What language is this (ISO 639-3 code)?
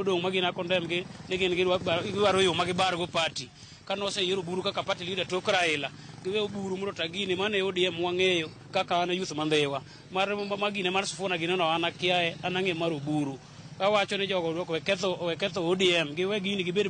luo